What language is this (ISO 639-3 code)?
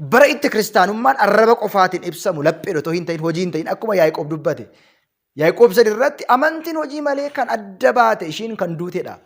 orm